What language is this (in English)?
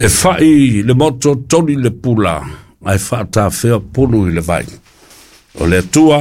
Samoan